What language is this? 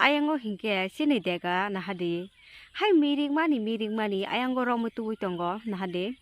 Kok Borok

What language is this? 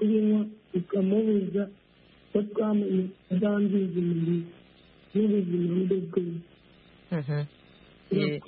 Kinyarwanda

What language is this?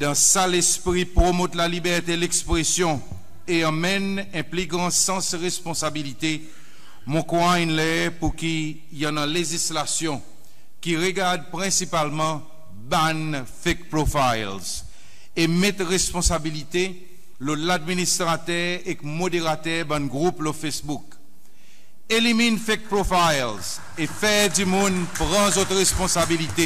Seselwa Creole French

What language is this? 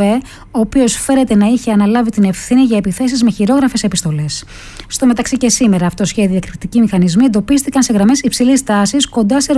Greek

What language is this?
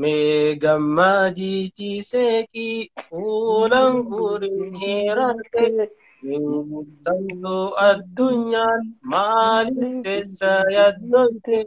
Oromo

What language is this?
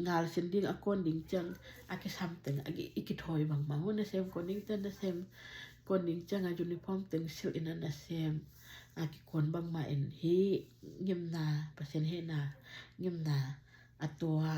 Tedim Chin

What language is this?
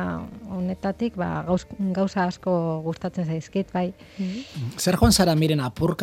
Basque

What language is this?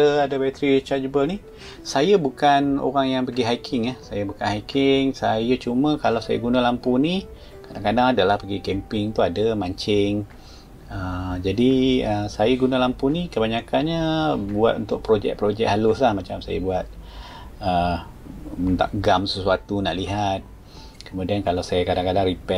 Malay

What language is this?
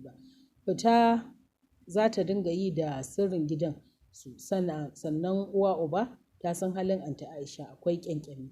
Hausa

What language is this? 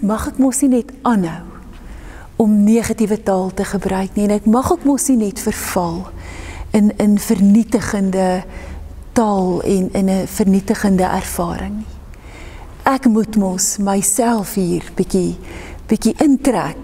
Afrikaans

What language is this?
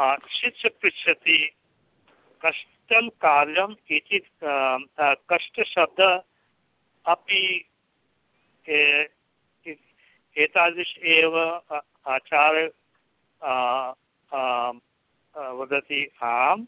Sanskrit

